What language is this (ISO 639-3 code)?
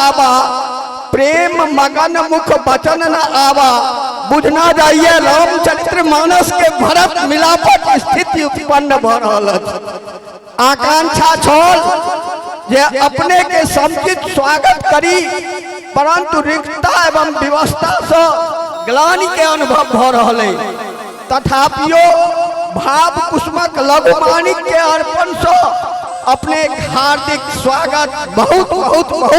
mai